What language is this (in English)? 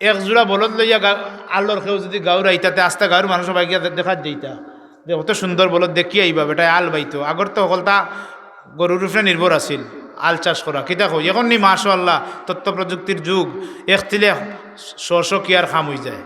Sylheti